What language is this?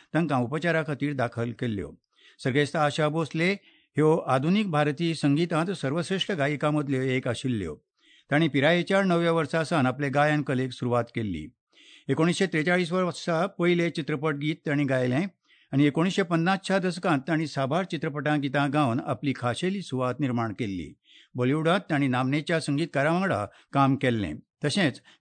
Konkani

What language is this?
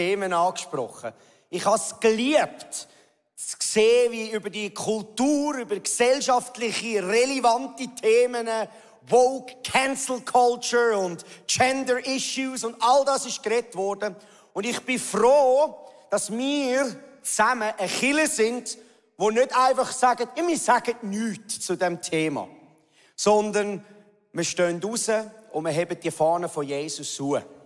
Swiss German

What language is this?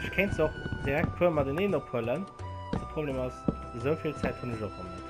Luxembourgish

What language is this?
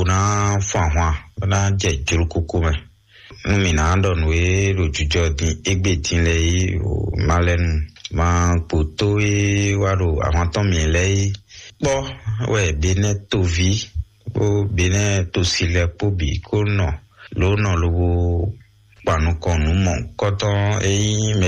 Fon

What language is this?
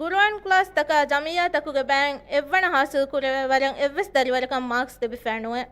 Divehi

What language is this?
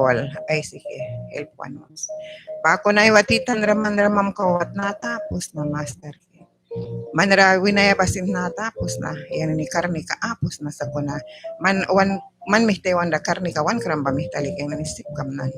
Mískito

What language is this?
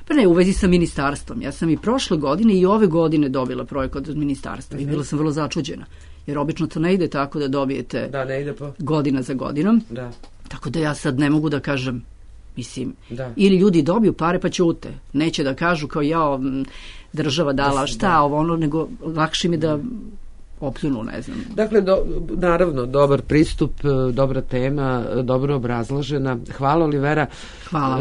Serbian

